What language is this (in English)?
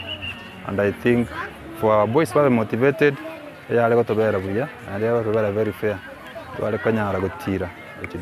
Gusii